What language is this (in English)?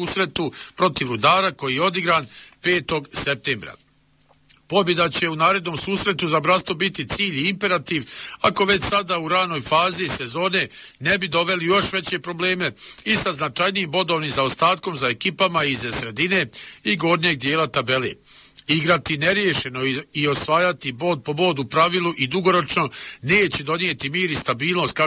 Bosnian